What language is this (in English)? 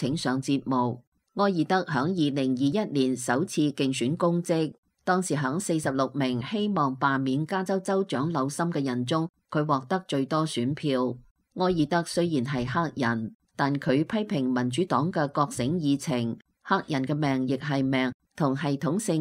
Cantonese